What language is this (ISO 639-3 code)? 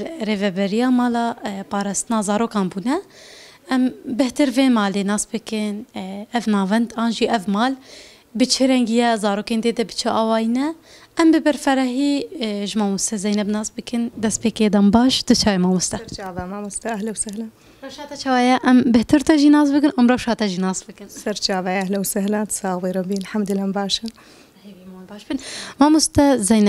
kur